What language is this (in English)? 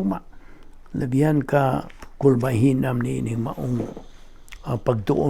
Cebuano